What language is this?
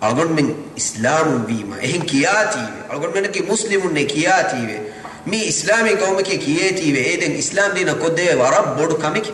Divehi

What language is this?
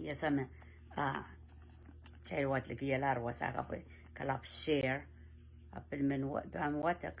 Pohnpeian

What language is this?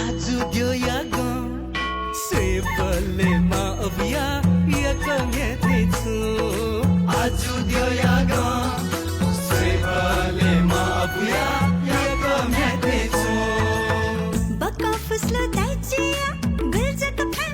Newari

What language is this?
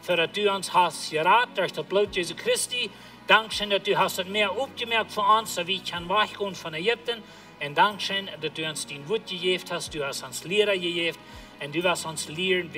Plautdietsch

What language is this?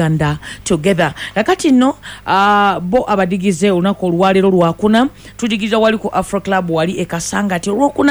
Ganda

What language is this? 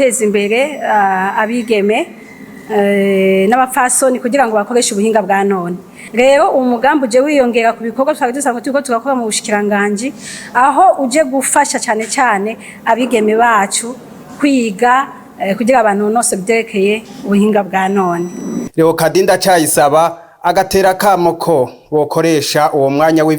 Rundi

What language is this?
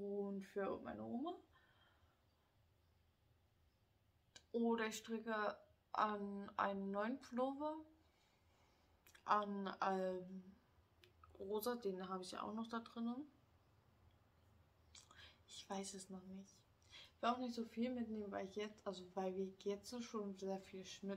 German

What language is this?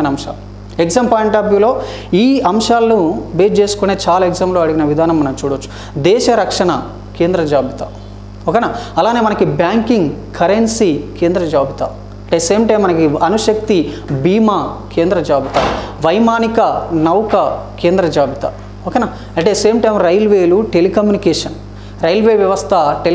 Telugu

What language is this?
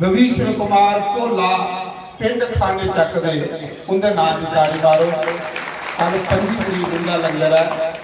Dogri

